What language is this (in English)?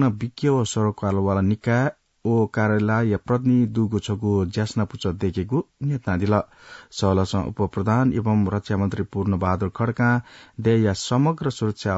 Newari